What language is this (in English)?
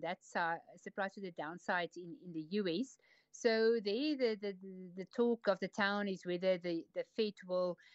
English